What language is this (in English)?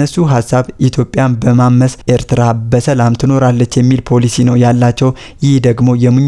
Amharic